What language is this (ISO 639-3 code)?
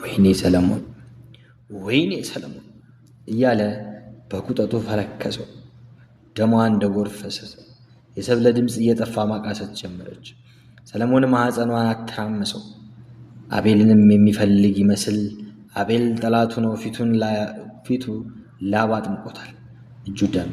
amh